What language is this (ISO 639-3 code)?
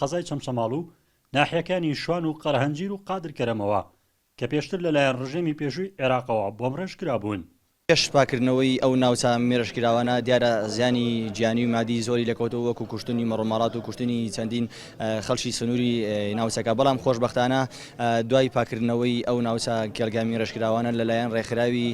ckb